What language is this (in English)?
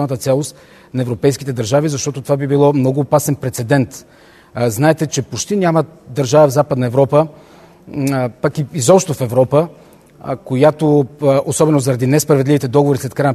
Bulgarian